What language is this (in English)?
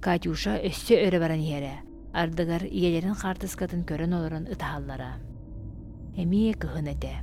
Yakut